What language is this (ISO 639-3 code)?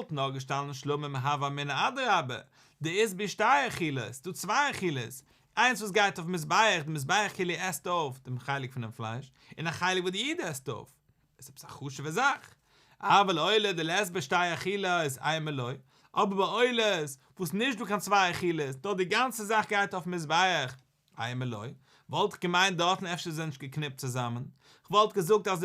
yid